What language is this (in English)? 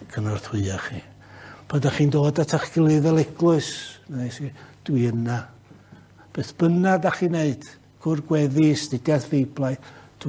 Welsh